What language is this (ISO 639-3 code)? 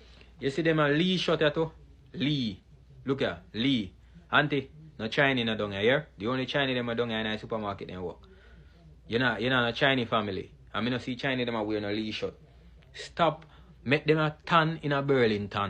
jam